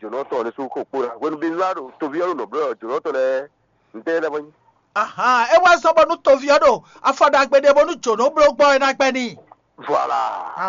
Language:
Fon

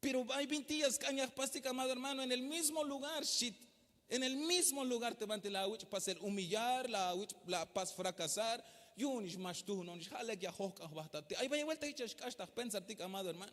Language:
Tzeltal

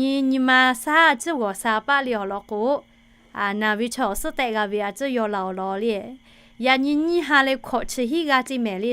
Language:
Lahu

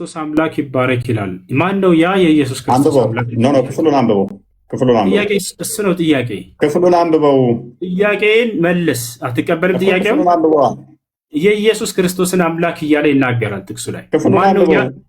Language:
Amharic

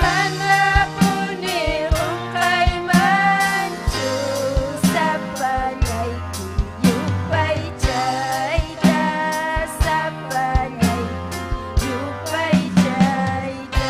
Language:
Ayacucho Quechua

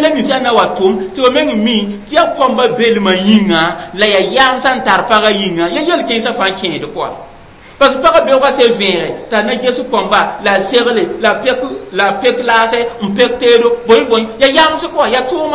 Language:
Mossi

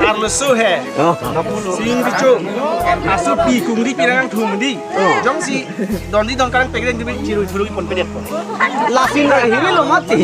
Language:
Karbi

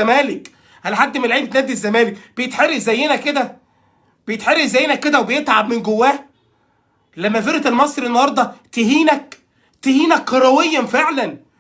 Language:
Egyptian Arabic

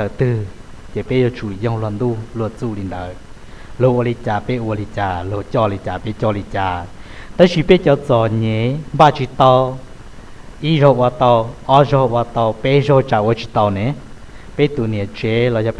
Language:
Hmong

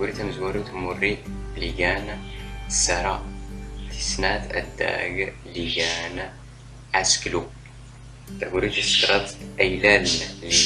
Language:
Standard Moroccan Tamazight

